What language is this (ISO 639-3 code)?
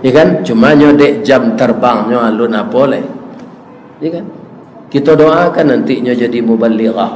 min